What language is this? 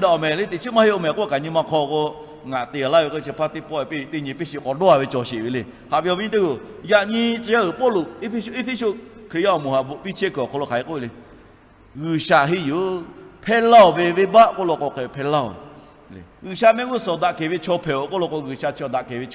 Lahu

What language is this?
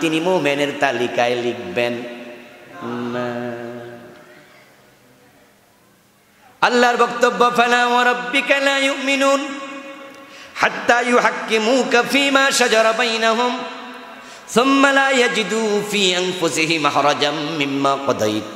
Bangla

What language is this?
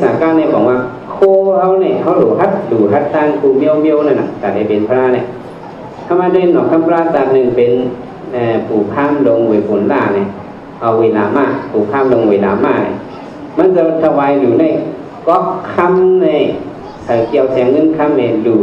Shan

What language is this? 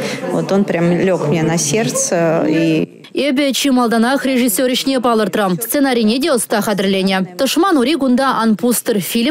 Chuvash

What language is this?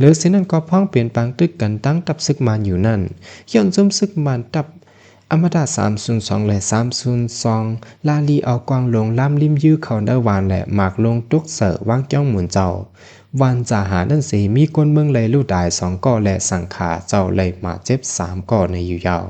Shan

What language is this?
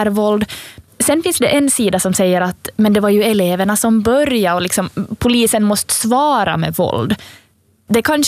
Swedish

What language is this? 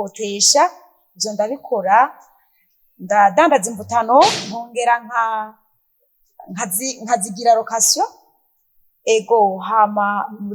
Rundi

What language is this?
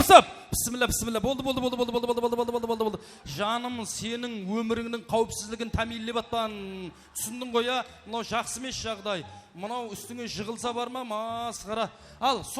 Kara-Kalpak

